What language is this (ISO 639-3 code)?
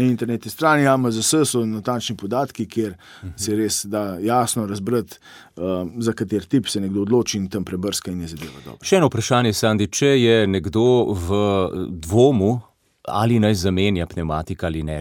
slv